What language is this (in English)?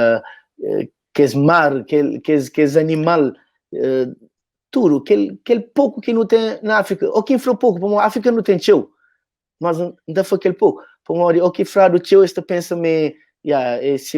Kabuverdianu